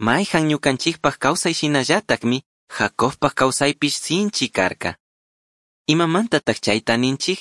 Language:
Chimborazo Highland Quichua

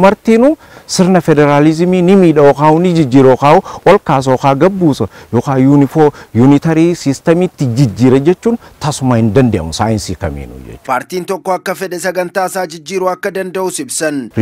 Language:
Oromo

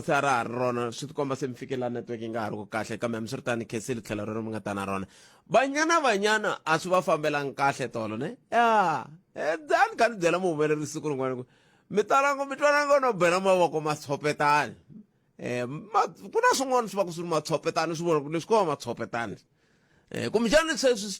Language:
Tsonga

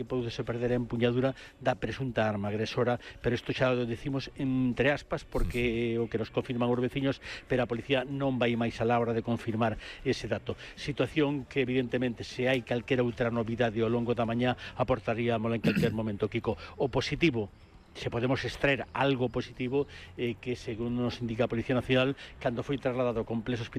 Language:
Galician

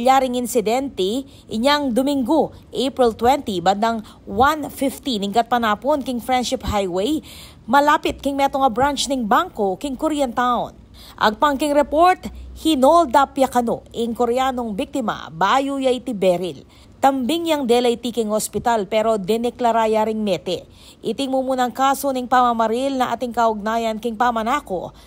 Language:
Pampanga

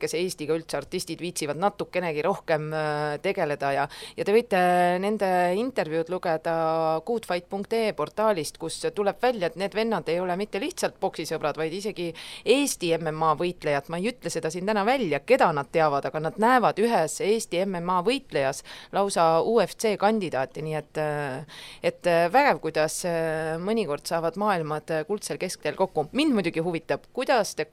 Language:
Estonian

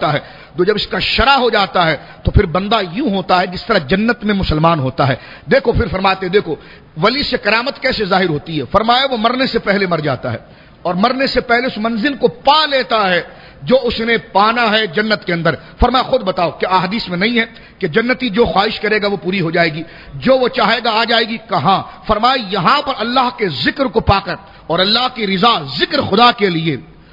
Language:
Urdu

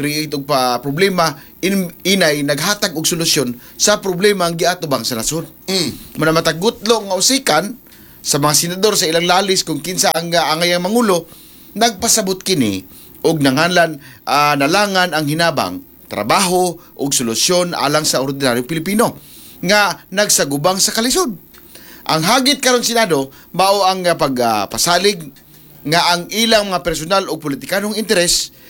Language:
Cebuano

